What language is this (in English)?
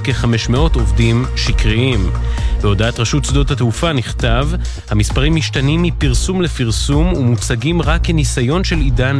Hebrew